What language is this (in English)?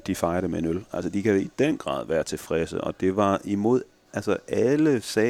Danish